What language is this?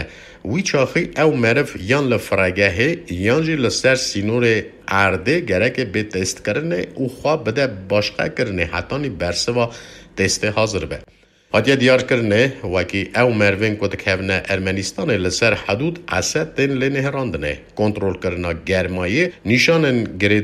Kurdish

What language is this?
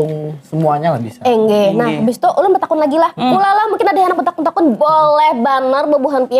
Banjar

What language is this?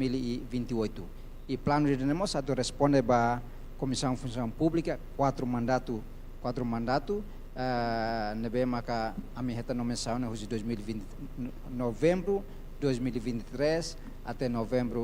Tetum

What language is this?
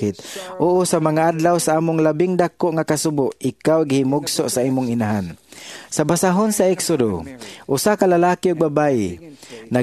Cebuano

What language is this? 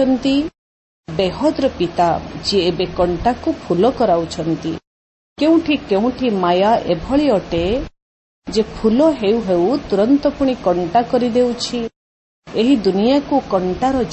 Odia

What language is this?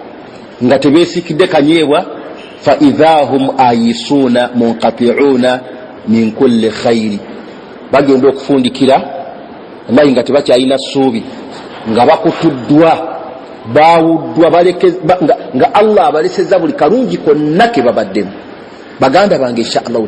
Ganda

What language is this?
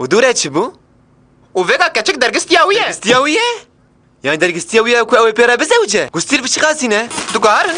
Kurdish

